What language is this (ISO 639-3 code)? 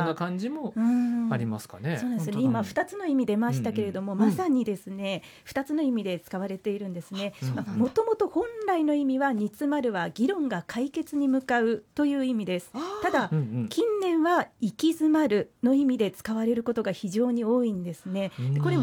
jpn